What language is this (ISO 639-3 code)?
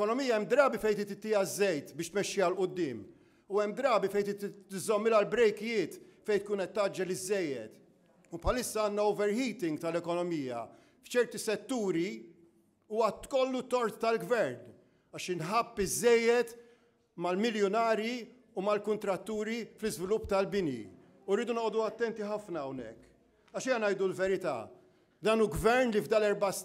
mlt